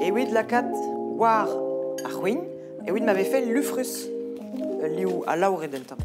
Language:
Breton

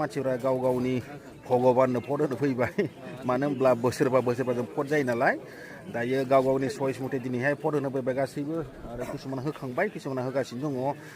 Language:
Bodo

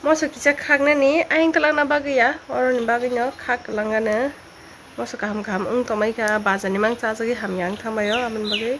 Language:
Kok Borok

